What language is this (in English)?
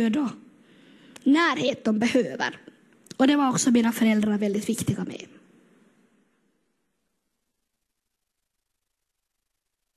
Swedish